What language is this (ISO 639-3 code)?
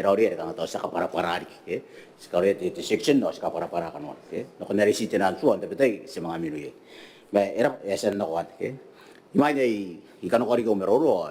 gil